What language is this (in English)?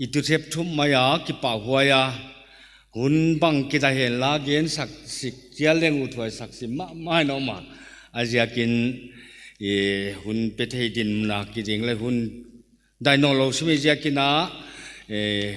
Paite Chin